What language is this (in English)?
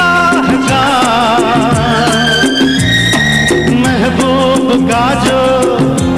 Hindi